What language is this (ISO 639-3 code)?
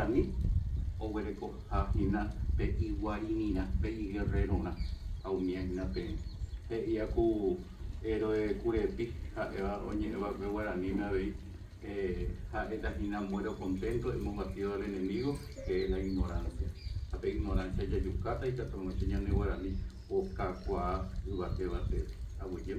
grn